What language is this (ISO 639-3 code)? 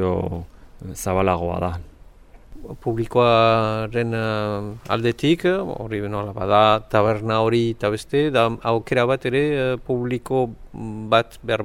eus